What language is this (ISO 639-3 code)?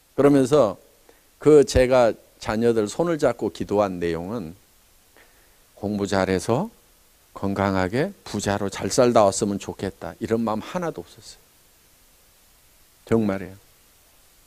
kor